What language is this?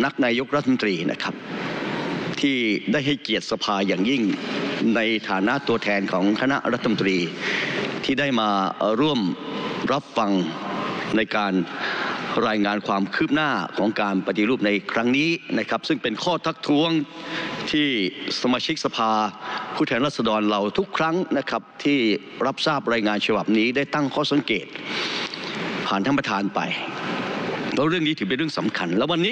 Thai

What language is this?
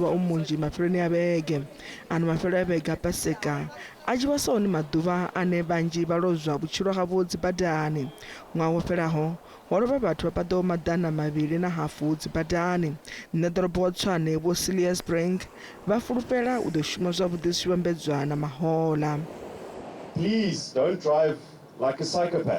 Venda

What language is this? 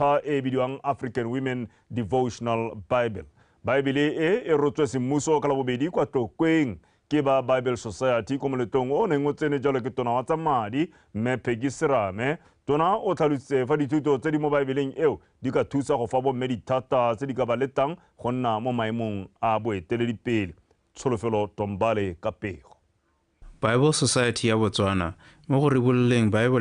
Tswana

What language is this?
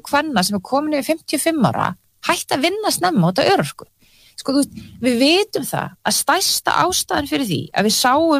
Icelandic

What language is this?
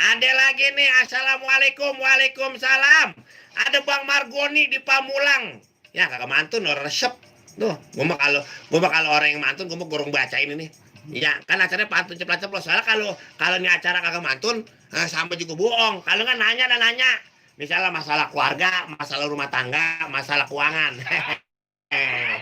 Betawi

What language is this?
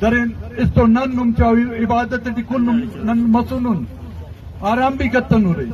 Eastern Balochi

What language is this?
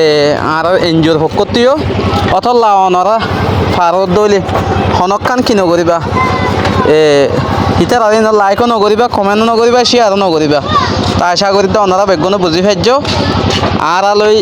Rohingya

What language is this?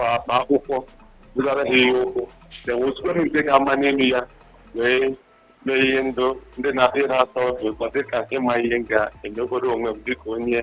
Igbo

